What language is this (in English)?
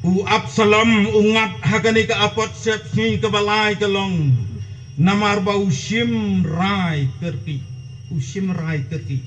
Khasi